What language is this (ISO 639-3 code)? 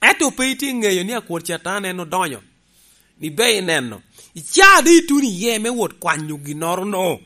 laj